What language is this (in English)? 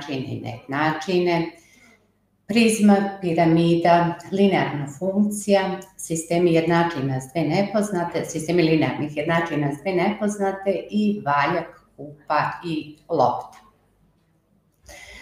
Serbian